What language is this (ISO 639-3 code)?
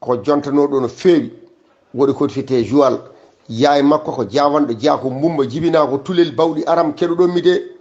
ful